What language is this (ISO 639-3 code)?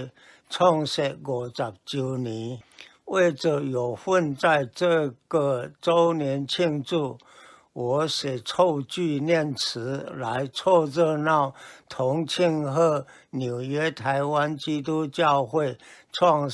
nan